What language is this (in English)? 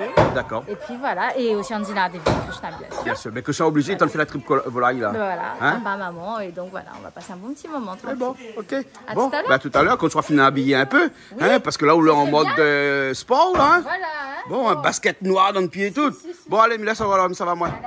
Réunion Creole French